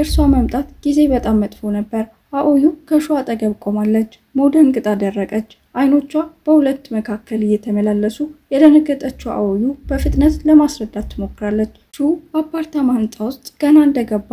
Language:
Amharic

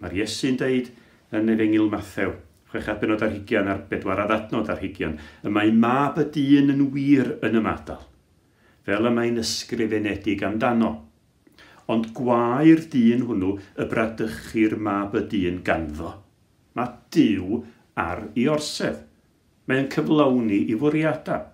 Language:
Welsh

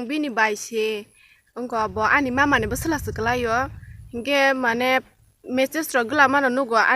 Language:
Kok Borok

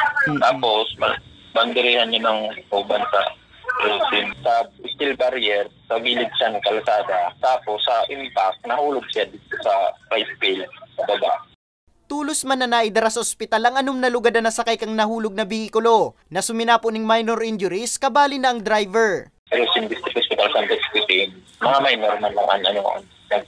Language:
Bikol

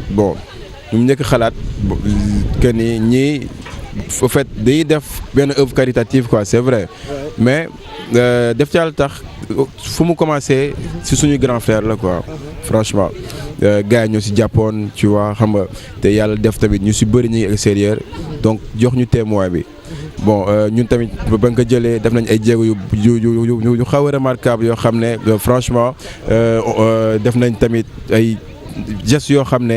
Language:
Wolof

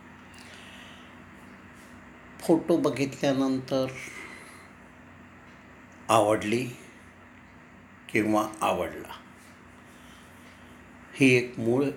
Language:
Marathi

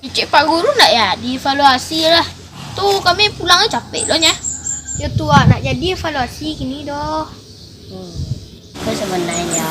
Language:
Minangkabau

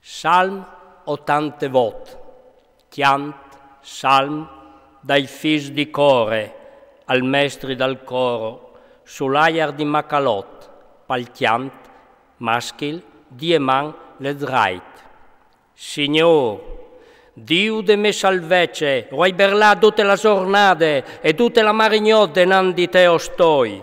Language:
Friulian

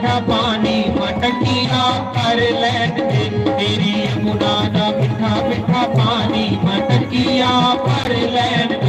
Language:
Dogri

